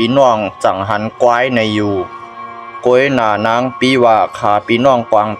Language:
Shan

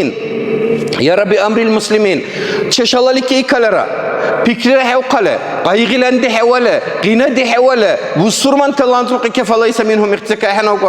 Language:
Dargwa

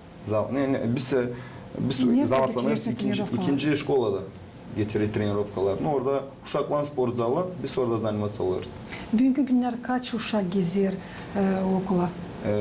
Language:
Gagauz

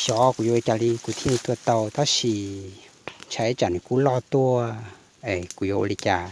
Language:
Hmong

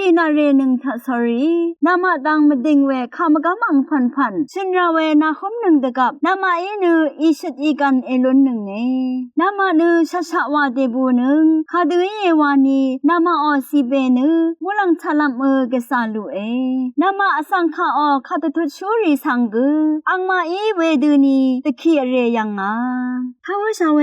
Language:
Rawang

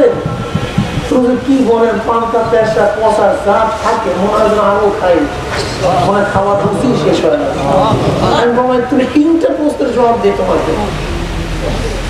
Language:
Bangla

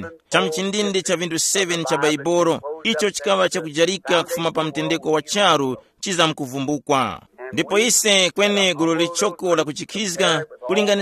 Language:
Tumbuka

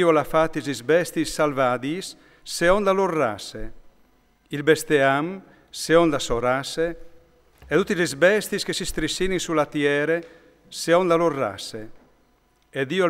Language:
Friulian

